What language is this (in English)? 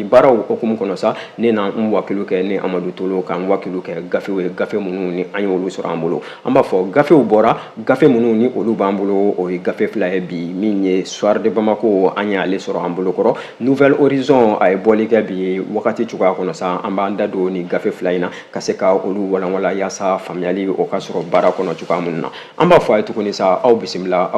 Bambara